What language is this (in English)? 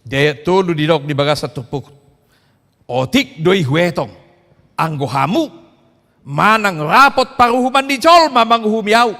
Batak Toba